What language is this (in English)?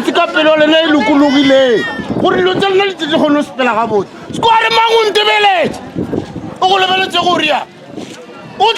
Northern Sotho